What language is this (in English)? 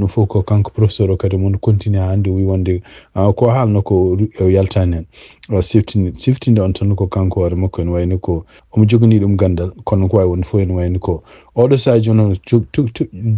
Fula